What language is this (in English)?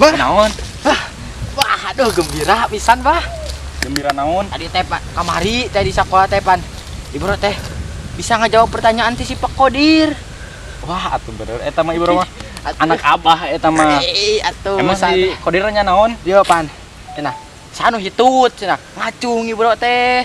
Sundanese